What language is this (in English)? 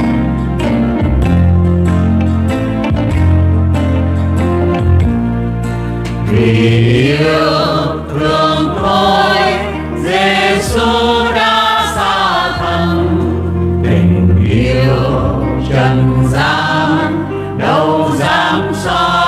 Vietnamese